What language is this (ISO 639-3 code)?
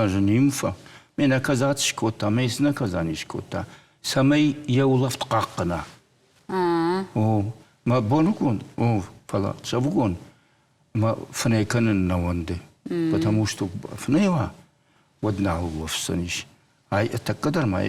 oss